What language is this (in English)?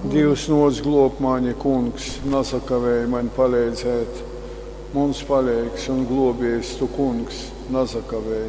Latgalian